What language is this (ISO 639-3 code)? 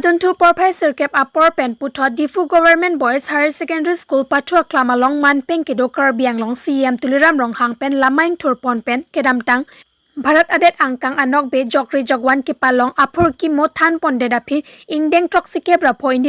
mjw